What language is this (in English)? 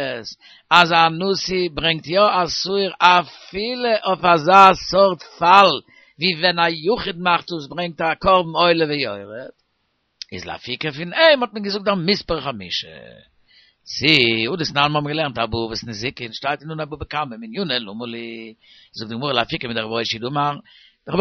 Yiddish